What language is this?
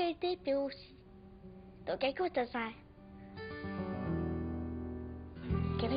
French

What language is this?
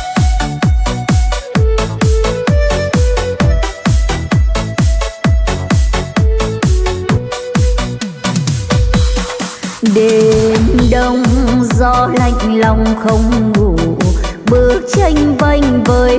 Vietnamese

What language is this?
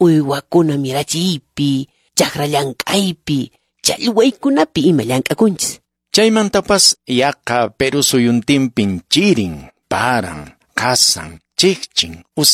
Quechua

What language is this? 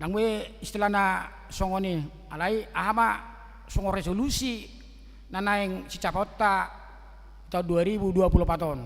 Batak Toba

